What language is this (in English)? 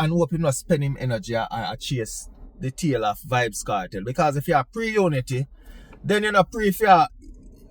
Jamaican Creole English